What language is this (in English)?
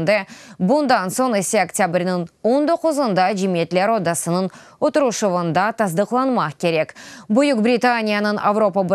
Crimean Tatar